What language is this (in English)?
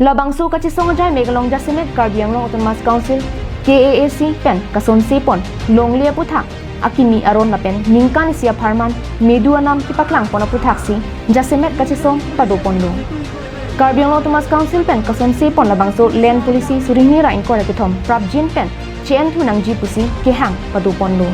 Karbi